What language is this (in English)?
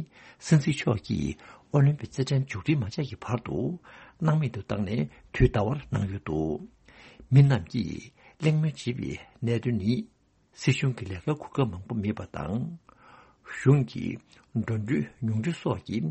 Tibetan